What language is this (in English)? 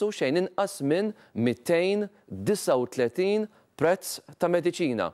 Maltese